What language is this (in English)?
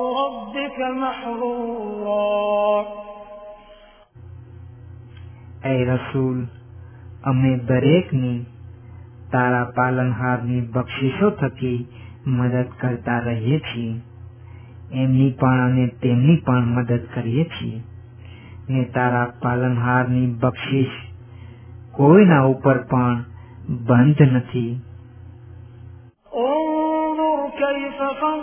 Gujarati